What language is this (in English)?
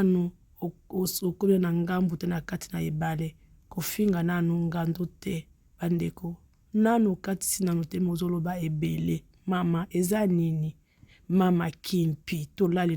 Lingala